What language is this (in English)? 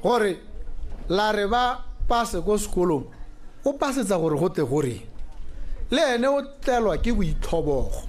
Tswana